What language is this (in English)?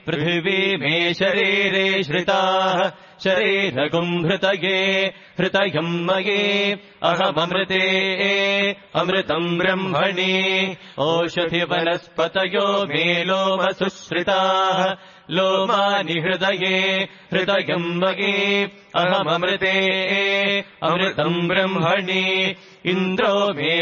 Sanskrit